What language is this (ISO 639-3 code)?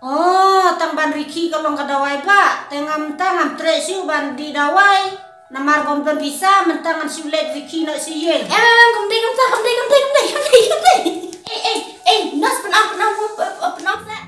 kha